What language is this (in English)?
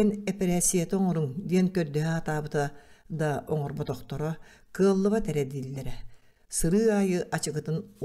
Yakut